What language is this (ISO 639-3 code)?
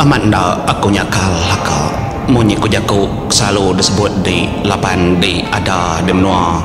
iba